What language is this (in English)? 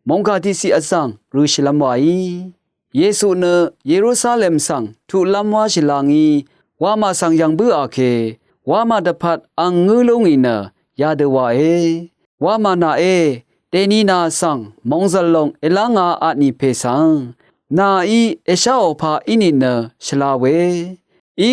Rawang